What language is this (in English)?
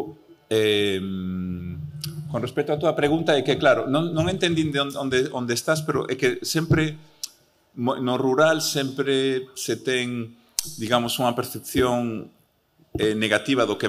Galician